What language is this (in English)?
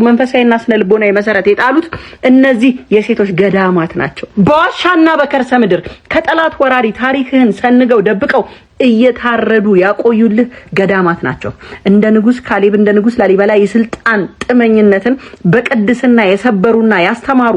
Amharic